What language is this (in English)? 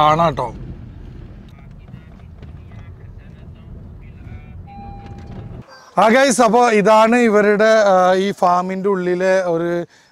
Malayalam